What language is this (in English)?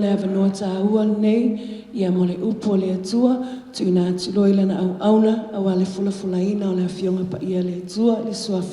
Samoan